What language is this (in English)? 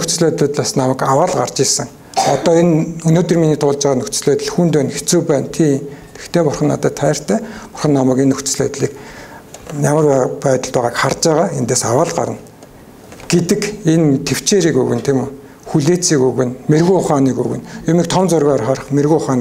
Mongolian